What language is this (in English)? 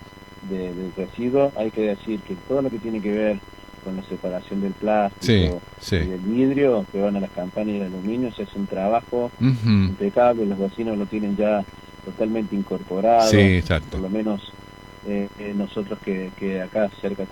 Spanish